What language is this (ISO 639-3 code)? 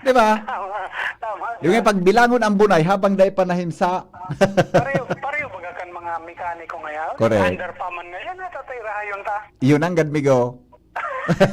bik